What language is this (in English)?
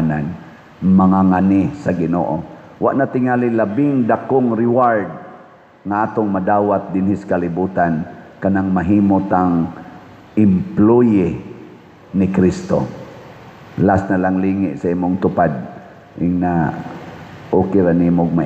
Cebuano